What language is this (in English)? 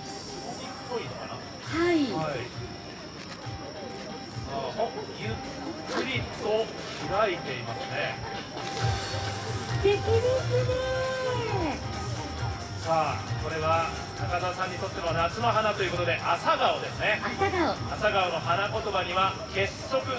Japanese